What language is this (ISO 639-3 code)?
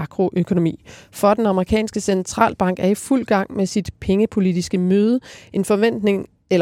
dan